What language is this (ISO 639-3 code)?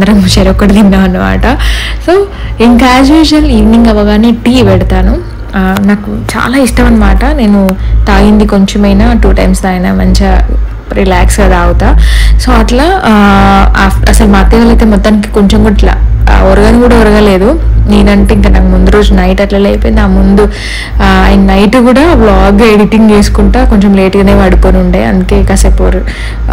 tel